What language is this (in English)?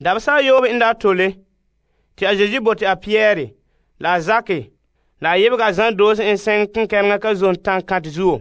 Frafra